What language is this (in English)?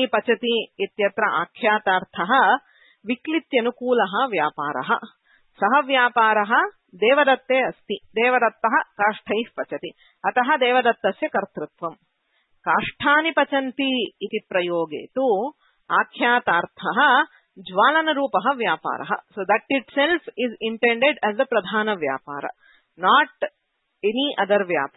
Sanskrit